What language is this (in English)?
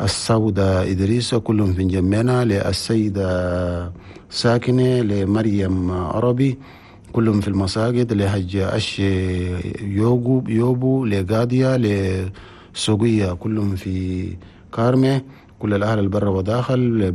Chadian Arabic